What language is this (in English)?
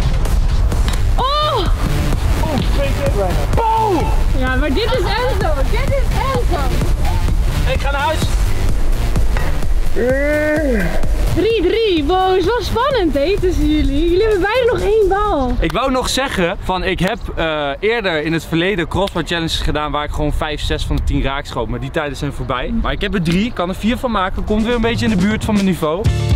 Dutch